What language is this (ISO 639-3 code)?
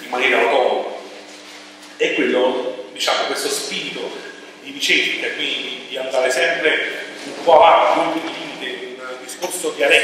ita